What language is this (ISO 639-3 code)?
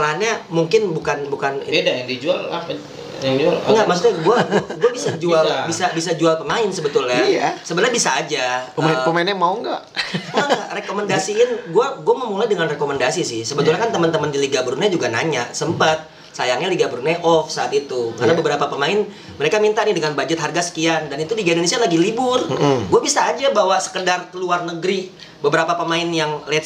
ind